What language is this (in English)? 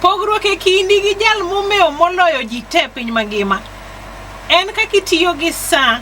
Luo (Kenya and Tanzania)